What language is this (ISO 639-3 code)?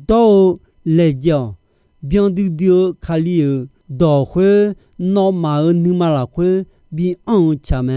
ahk